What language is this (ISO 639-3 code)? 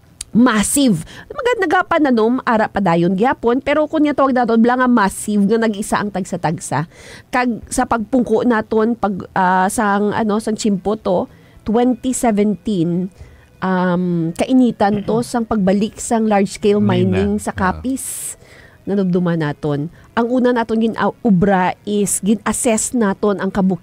hil